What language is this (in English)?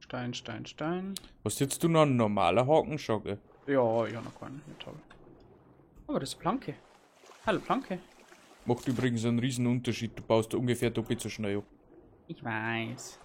Bavarian